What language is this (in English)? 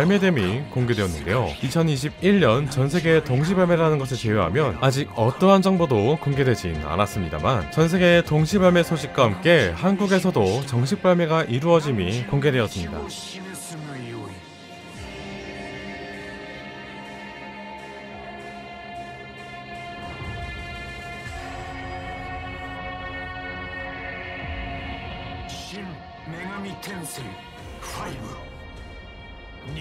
Korean